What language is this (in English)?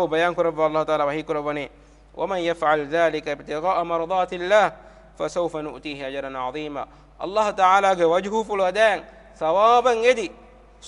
Divehi